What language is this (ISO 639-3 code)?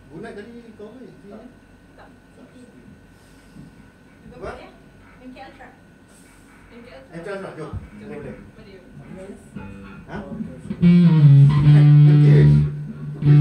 msa